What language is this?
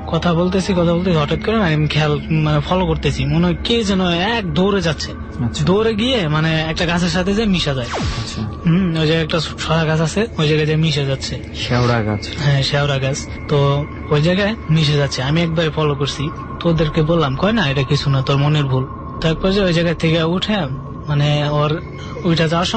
Bangla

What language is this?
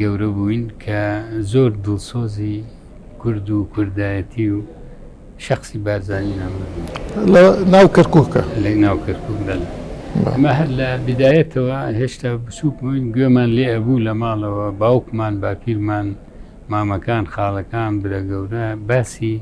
Central Kurdish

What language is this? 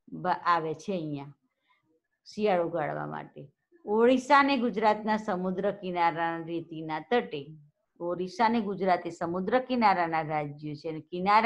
Gujarati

